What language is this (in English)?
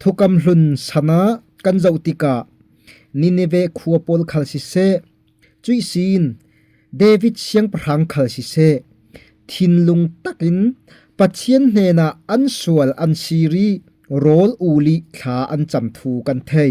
Falam Chin